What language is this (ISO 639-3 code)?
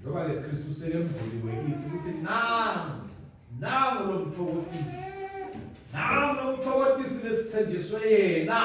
ssw